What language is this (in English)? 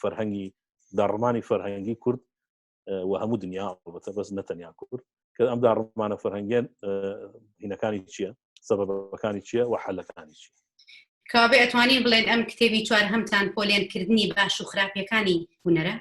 Central Kurdish